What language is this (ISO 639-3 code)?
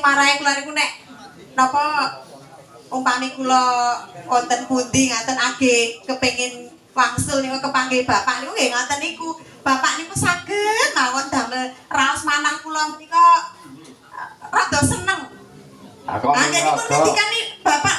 jav